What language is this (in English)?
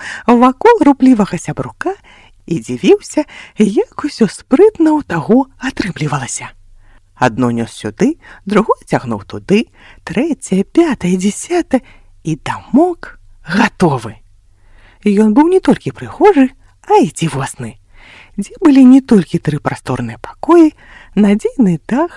Belarusian